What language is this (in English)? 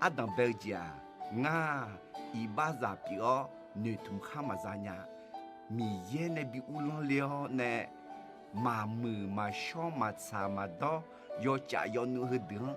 Akha